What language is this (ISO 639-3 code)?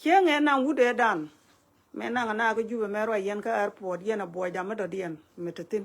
nus